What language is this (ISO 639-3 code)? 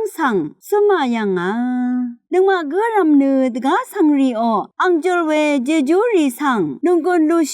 raw